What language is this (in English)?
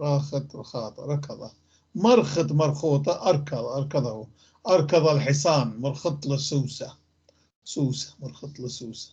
North Levantine Arabic